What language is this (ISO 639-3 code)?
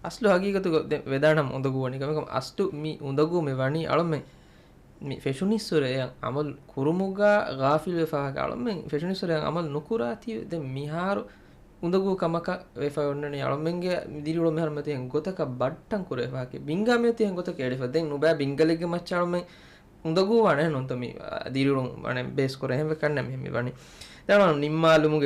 div